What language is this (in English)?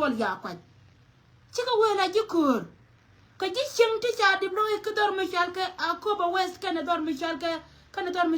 Nuer